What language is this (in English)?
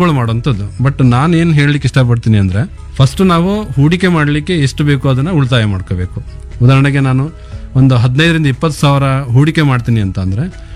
Kannada